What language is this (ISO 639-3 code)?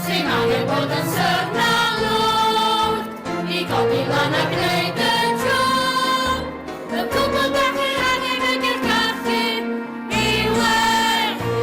cym